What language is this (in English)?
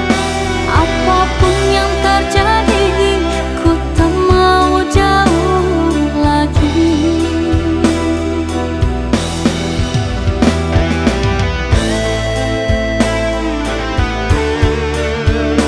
Indonesian